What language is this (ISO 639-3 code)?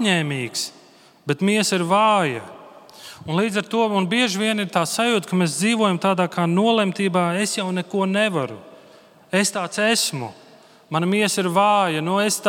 lav